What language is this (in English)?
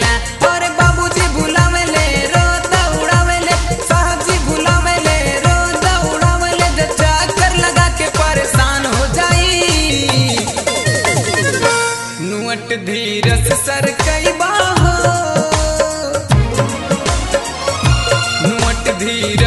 Bhojpuri